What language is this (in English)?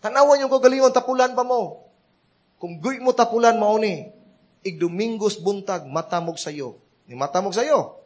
Cebuano